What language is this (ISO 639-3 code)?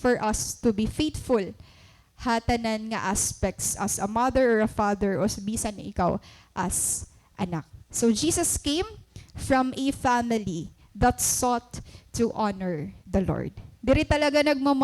war